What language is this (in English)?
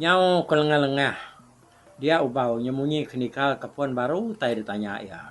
Iban